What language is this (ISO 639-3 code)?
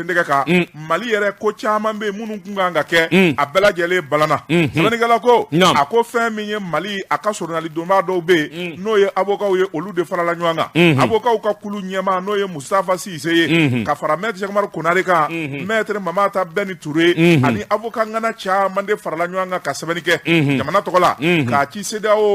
bam